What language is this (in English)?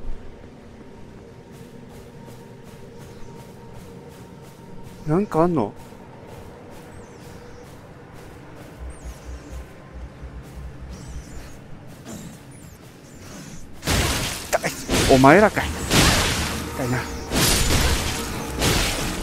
Japanese